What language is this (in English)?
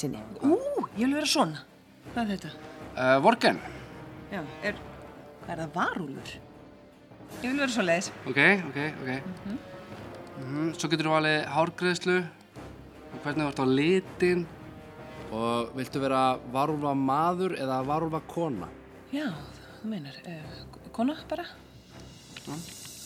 Icelandic